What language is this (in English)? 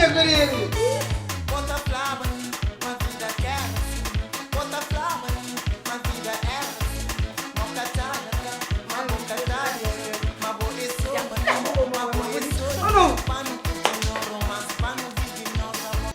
Kabuverdianu